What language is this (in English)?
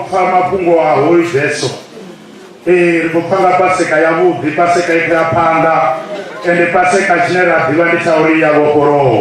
Venda